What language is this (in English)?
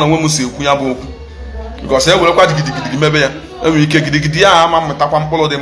Igbo